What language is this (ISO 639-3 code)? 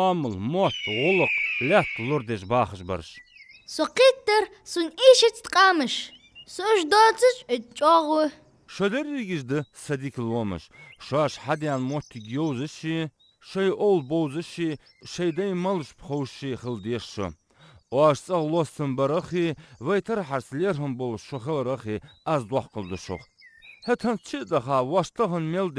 inh